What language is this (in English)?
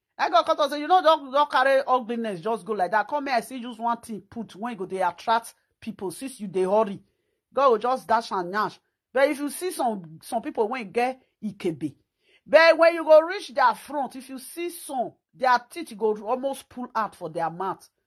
Nigerian Pidgin